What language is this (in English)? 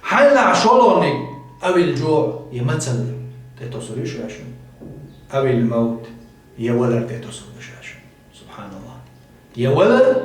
Chechen